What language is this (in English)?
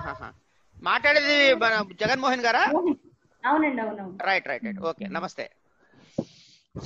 Telugu